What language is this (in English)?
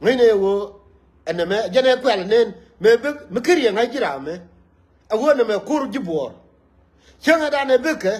Nuer